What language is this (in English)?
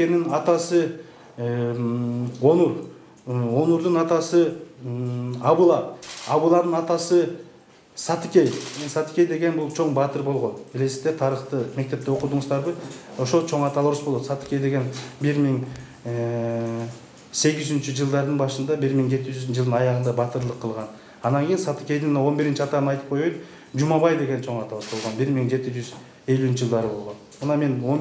Kyrgyz